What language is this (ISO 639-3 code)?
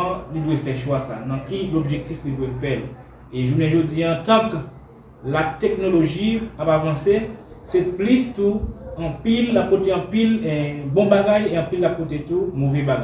hat